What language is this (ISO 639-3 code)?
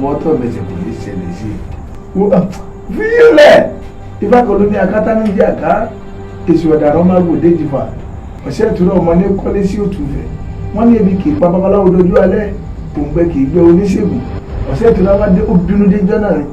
yor